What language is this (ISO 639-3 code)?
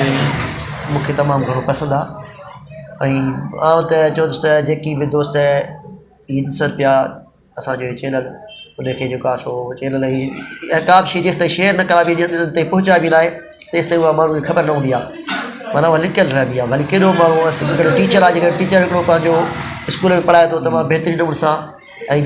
snd